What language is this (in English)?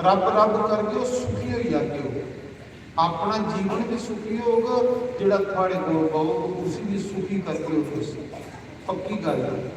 Dogri